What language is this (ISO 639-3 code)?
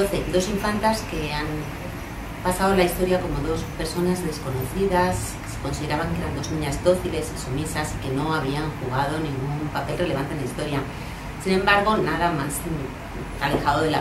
spa